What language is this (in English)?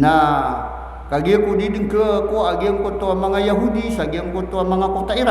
Maranao